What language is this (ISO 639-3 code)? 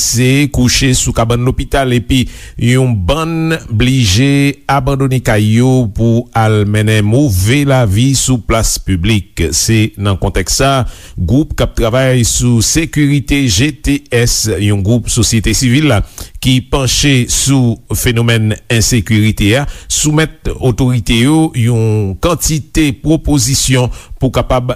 hat